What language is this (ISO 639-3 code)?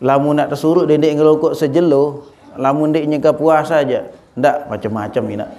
sas